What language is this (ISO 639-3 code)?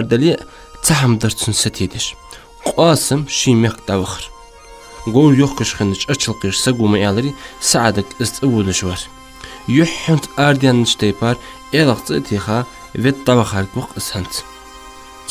inh